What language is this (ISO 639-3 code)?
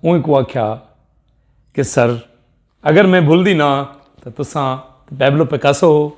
skr